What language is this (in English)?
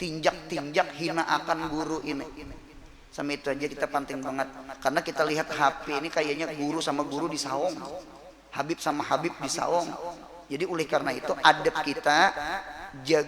Banjar